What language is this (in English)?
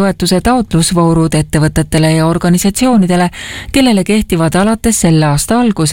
Estonian